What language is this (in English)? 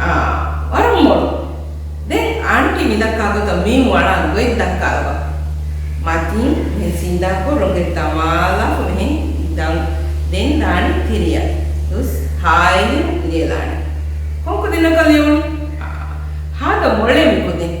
Divehi